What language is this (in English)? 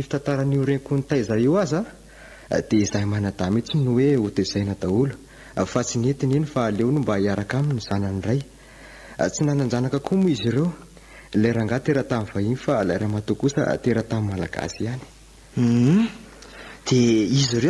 Malagasy